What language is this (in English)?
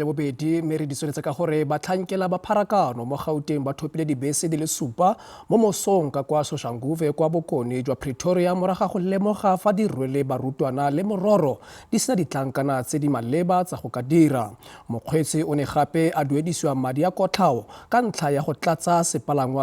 Tswana